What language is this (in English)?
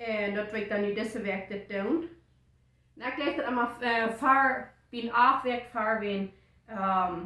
Plautdietsch